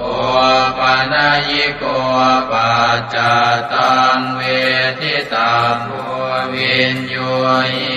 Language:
Pali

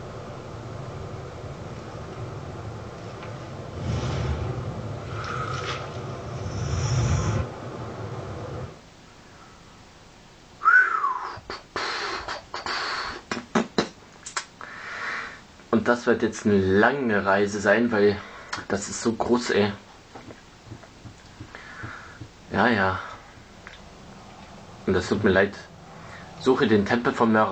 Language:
German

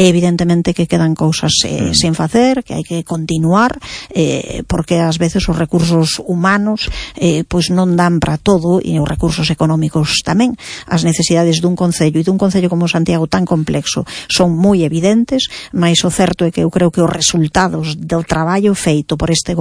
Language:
Galician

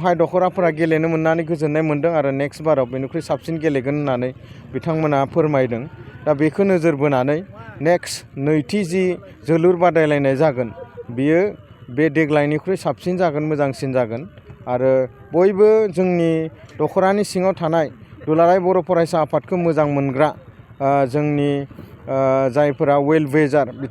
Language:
Bodo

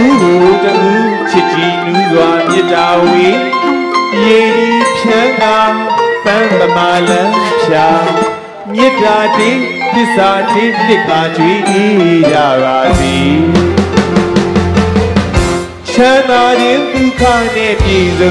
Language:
Burmese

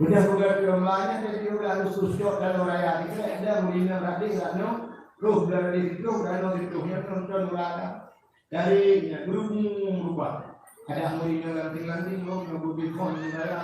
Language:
Achinese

